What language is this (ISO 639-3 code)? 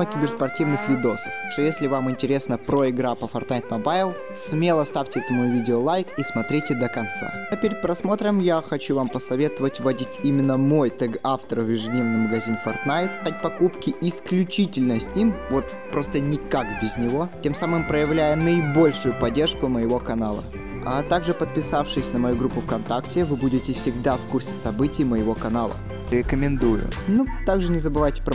rus